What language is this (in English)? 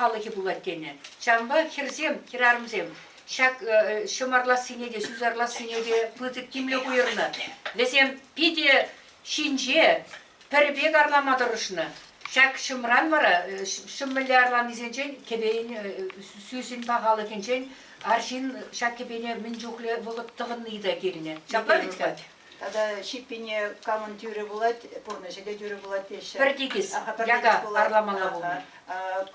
Chuvash